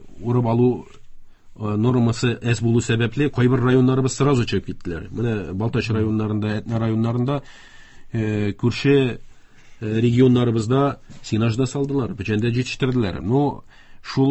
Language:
Tatar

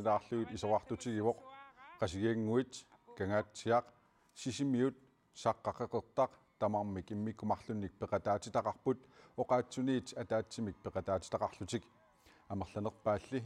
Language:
Kalaallisut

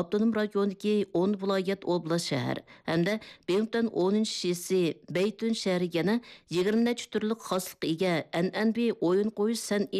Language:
Uyghur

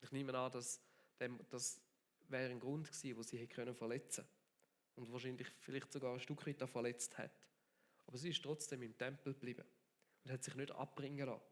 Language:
Swiss German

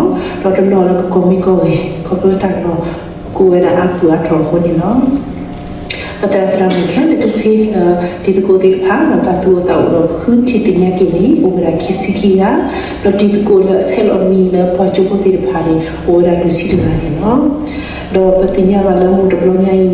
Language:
S'gaw Karen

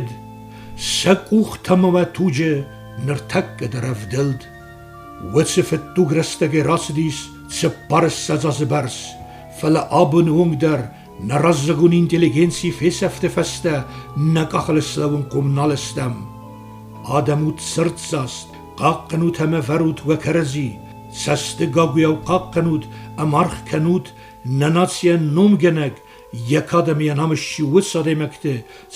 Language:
Ossetic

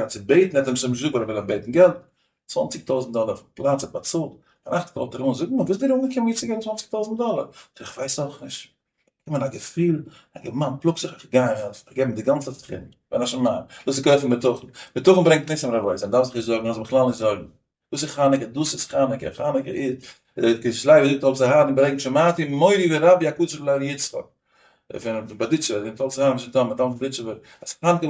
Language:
Yiddish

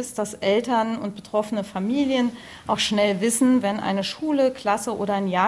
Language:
German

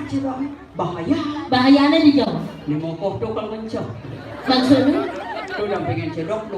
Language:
Balinese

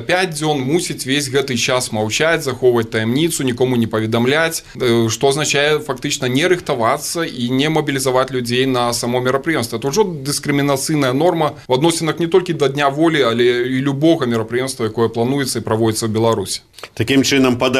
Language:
Belarusian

